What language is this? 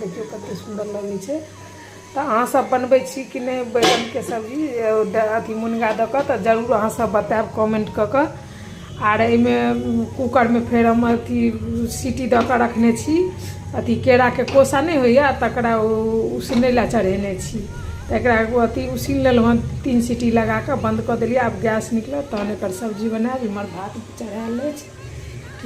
Maithili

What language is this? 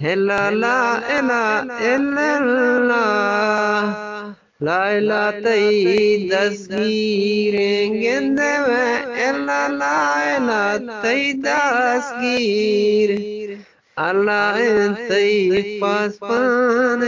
Eastern Balochi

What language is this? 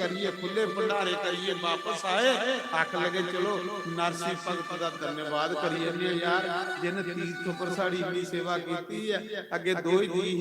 Dogri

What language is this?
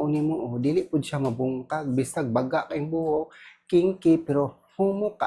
Cebuano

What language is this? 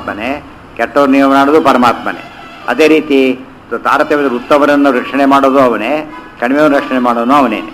Kannada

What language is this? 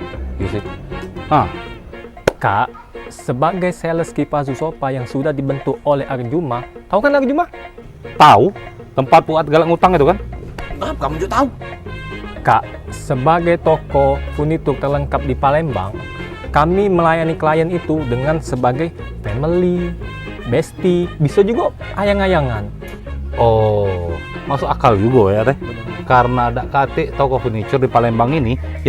Musi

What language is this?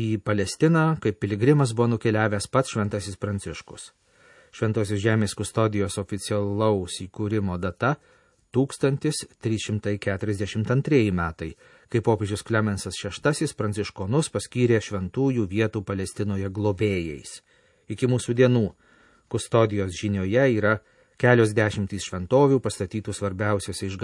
Lithuanian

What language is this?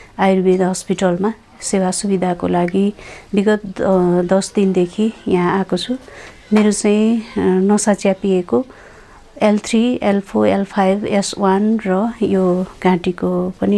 Nepali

